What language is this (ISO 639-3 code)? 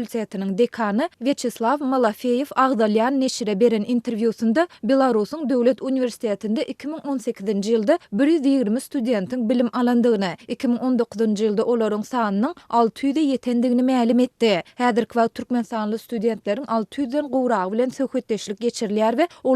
tuk